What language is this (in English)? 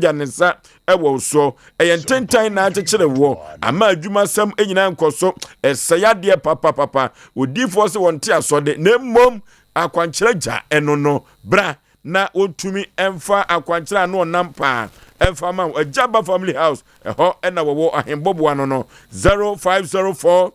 Akan